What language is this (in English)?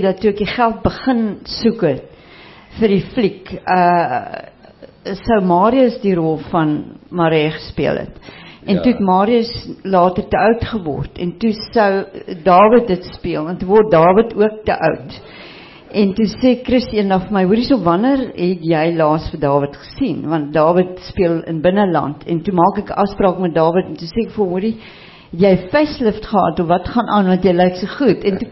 Afrikaans